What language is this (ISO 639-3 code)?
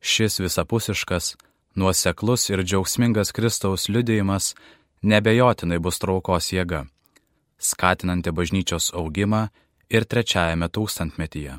lit